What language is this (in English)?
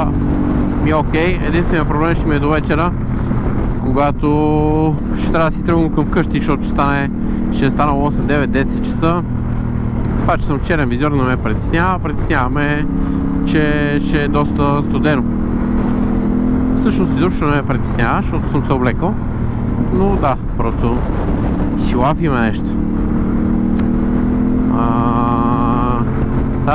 Bulgarian